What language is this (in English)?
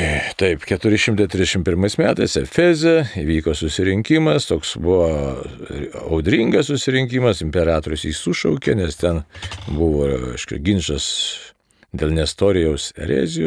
Lithuanian